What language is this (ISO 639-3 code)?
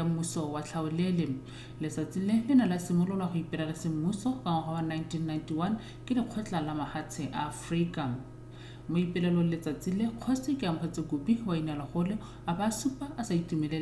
tsn